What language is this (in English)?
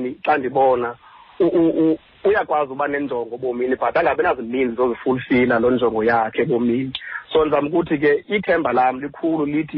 Xhosa